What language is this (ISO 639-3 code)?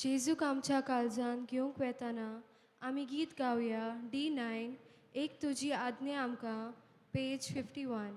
kok